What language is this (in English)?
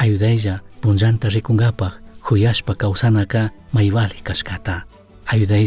Chimborazo Highland Quichua